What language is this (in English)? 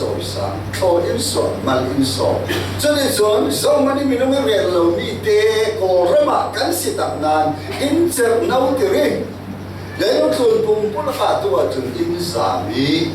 Falam Chin